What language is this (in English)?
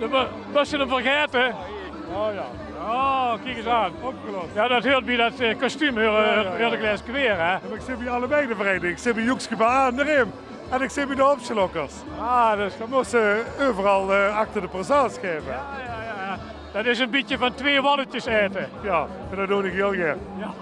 Limburgish